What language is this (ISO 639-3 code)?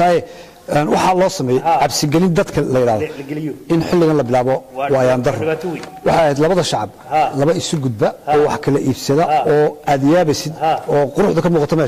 som